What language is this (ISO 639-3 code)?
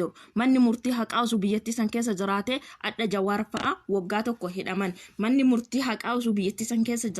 orm